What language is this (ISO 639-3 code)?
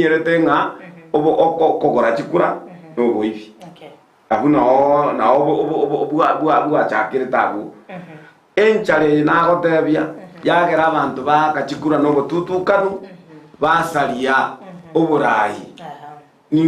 guz